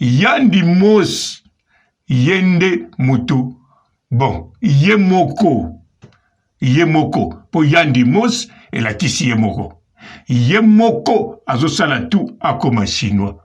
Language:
Lingala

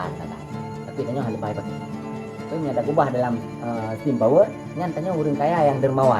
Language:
Achinese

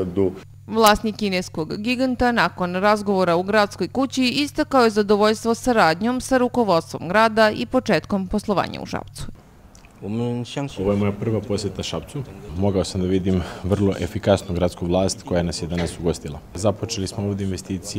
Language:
Serbian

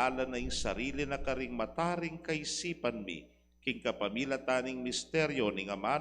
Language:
Pampanga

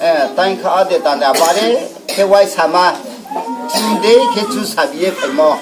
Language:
Riang (India)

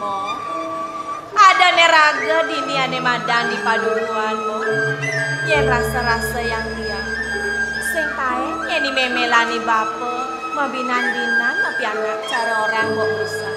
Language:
Balinese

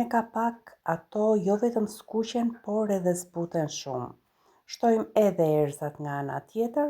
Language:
Albanian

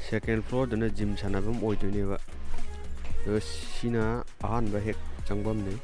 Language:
Manipuri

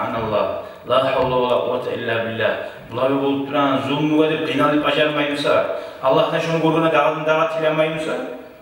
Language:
Kumyk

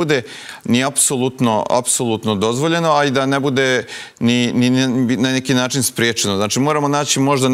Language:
Serbian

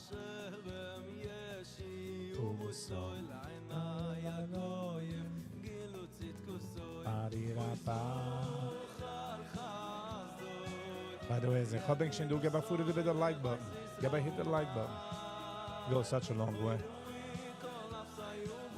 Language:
Yiddish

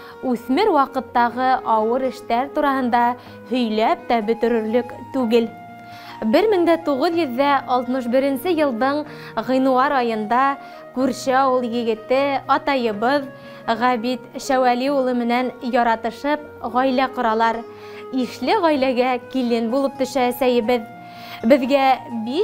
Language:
Bashkir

